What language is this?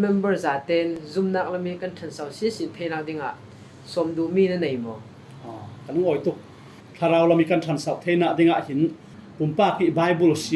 Falam Chin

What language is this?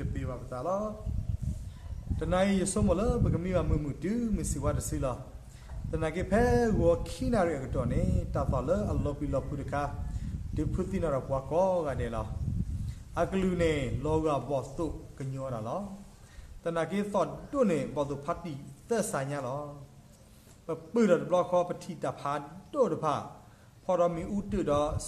S'gaw Karen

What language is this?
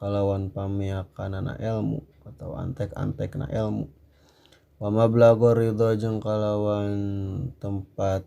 Sundanese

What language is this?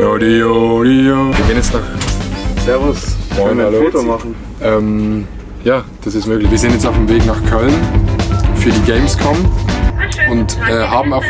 Swiss German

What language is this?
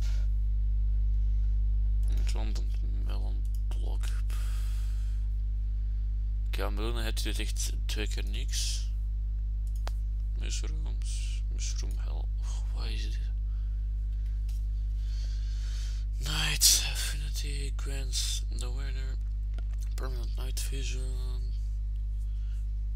Dutch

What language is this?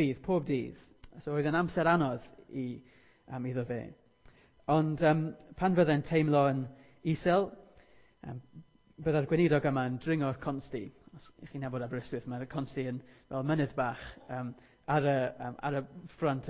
Welsh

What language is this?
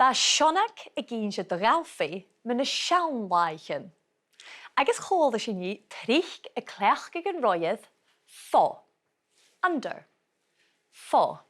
Scottish Gaelic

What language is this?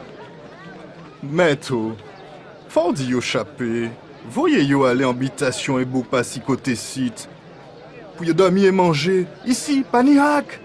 Guadeloupean Creole French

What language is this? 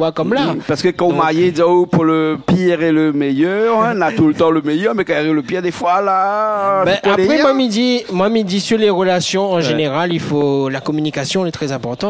Réunion Creole French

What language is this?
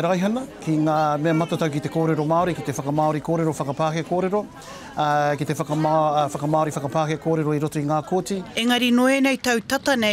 Māori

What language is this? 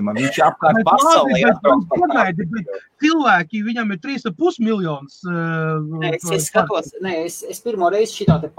Latvian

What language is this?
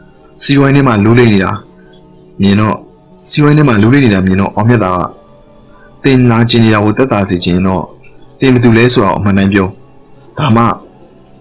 Burmese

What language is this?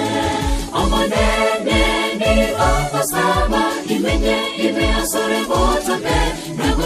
Gusii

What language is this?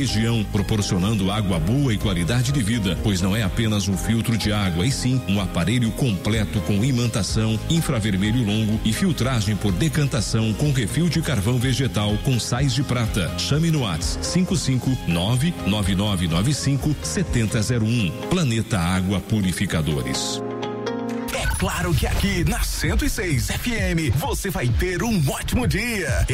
Portuguese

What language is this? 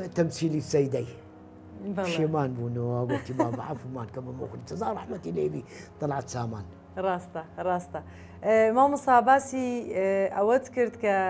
Central Kurdish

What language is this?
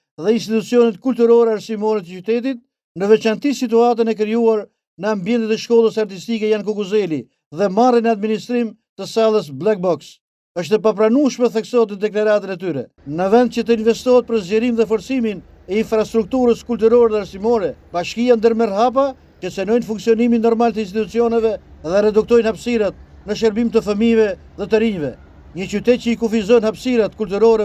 Albanian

